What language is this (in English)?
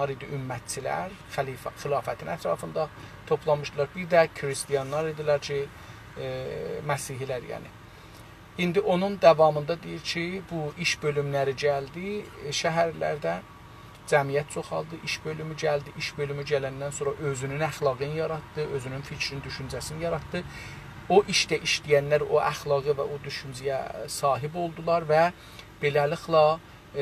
South Azerbaijani